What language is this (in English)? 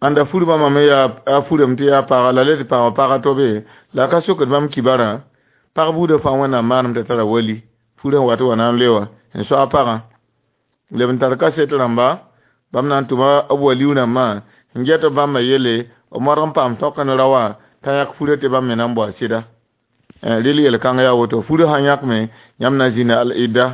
Mossi